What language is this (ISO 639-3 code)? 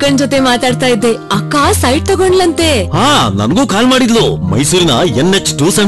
kan